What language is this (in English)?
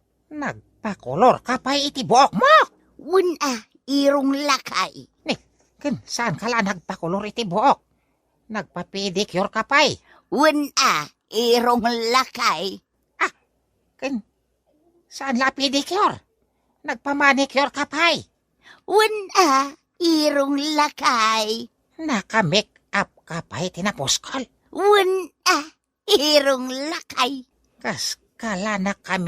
Iloko